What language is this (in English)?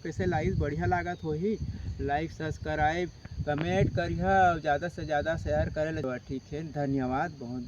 Chhattisgarhi